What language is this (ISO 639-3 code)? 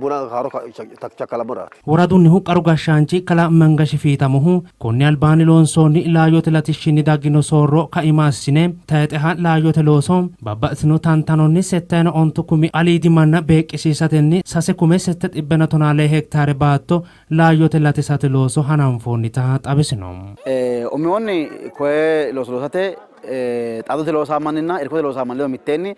sid